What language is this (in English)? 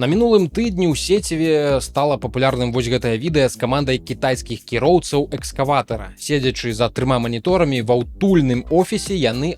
Belarusian